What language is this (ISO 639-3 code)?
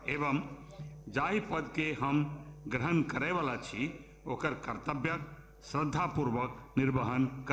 mai